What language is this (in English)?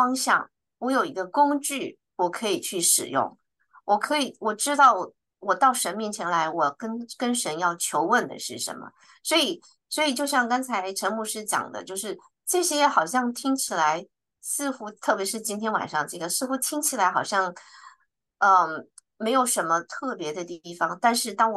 Chinese